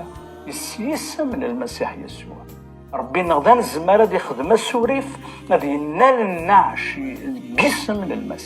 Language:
Kabyle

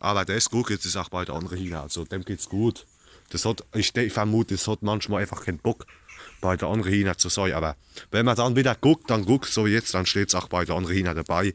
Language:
Palatine German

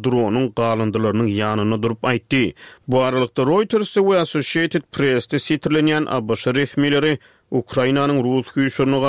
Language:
Turkmen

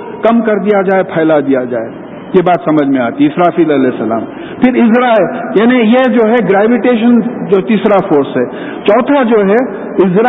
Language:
Urdu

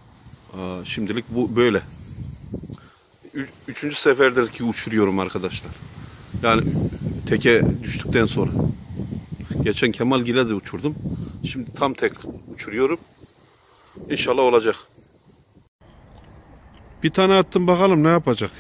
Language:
Turkish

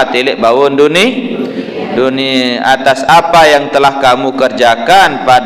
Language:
Sasak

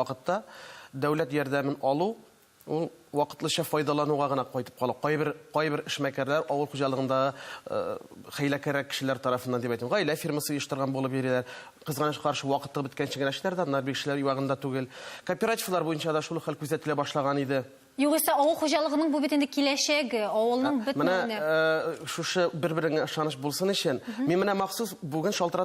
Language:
Tatar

